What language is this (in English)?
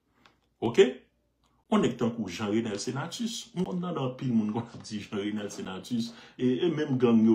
Haitian Creole